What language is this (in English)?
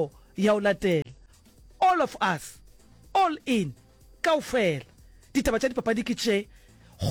Northern Sotho